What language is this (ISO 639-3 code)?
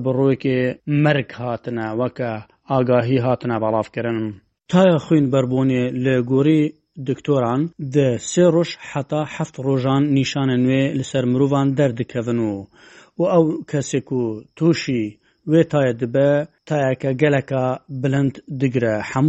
kur